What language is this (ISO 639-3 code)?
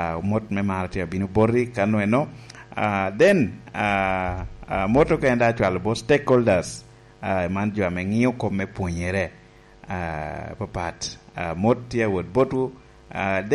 laj